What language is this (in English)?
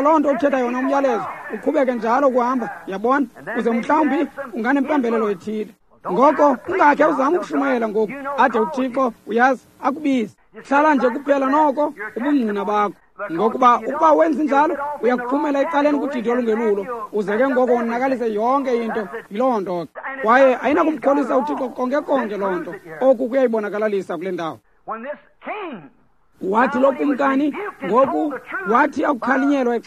Xhosa